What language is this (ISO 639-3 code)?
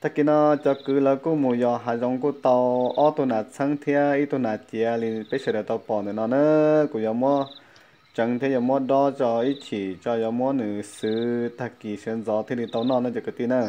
hmn